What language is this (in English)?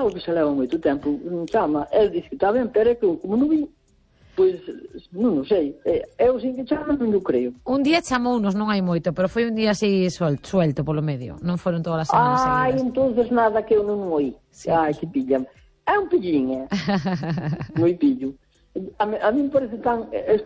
Galician